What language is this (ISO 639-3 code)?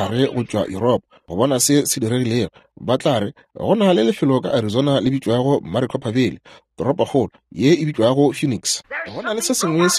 nso